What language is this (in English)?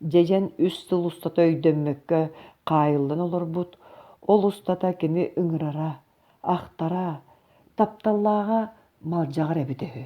Yakut